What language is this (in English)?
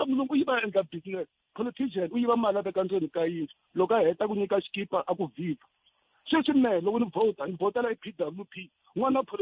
Tsonga